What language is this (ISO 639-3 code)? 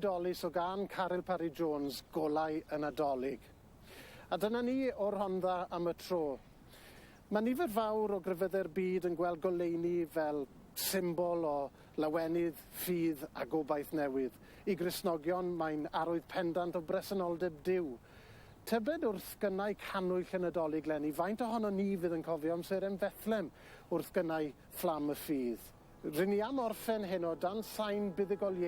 cym